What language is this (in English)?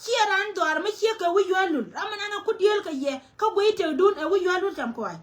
Nuer